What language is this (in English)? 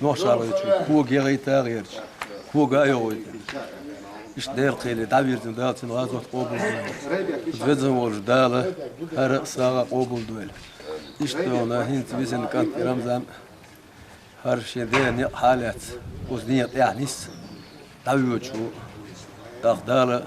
Chechen